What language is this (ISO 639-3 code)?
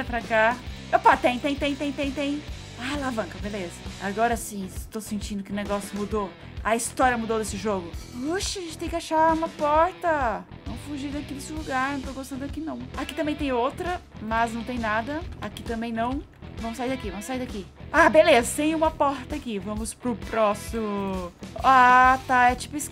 por